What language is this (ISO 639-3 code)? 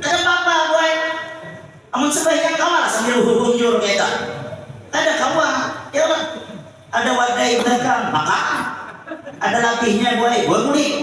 bjn